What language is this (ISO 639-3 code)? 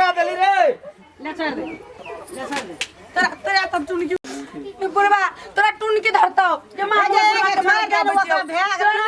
mai